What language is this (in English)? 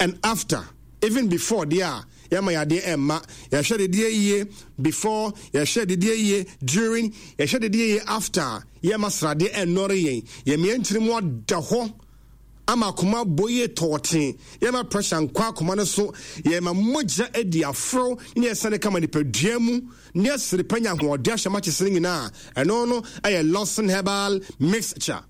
Akan